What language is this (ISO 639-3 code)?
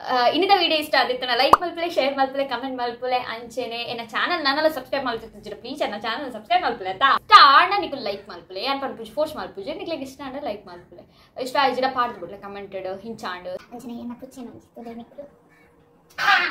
tcy